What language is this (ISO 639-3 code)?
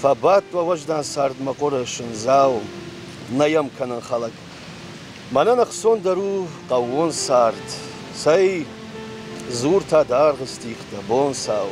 oss